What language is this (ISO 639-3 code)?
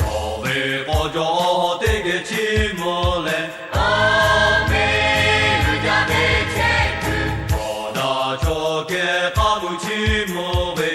lhu